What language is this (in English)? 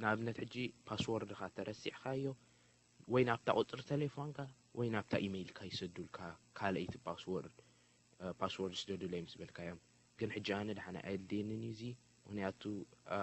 Tigrinya